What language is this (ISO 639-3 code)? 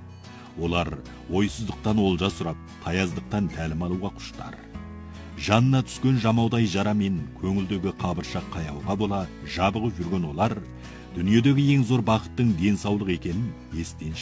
kaz